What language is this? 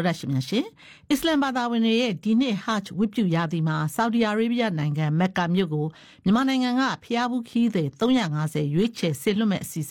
Burmese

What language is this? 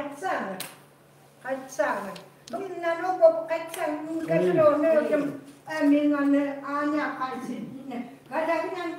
Chukot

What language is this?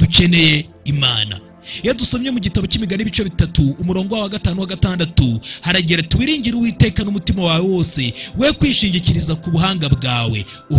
Kinyarwanda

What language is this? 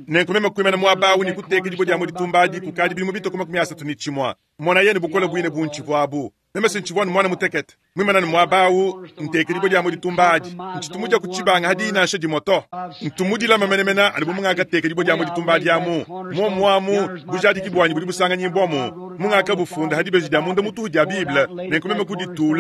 Luba-Lulua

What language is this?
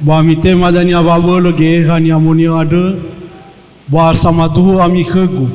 Nias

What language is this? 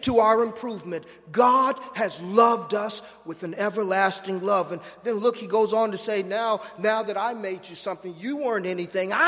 English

